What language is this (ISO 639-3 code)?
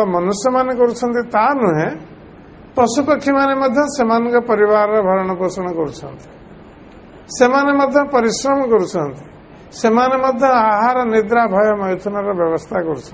ori